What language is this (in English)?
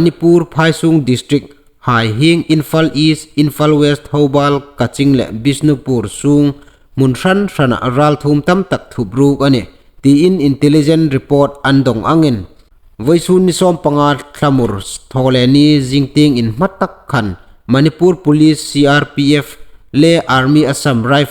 Hmar